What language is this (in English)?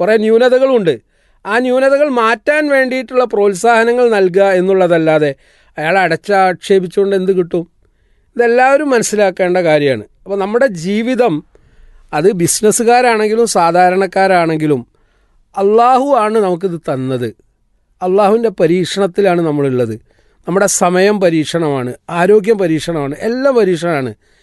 Malayalam